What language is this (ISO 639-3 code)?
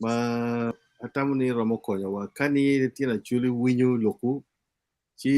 ach